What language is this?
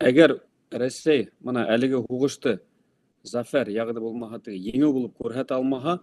Bashkir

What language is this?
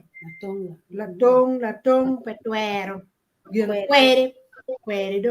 Acoli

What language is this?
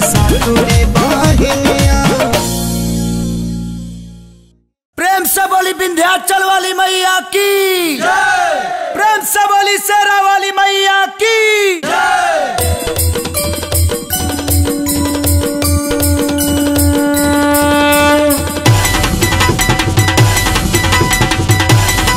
Bhojpuri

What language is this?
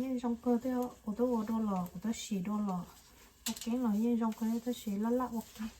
Hmong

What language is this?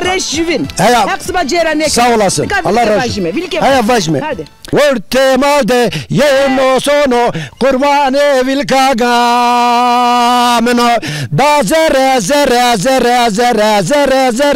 Zaza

